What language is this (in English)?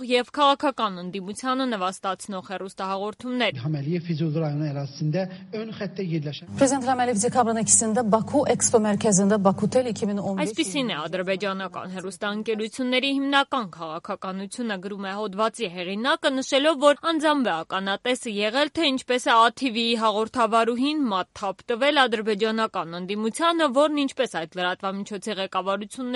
Armenian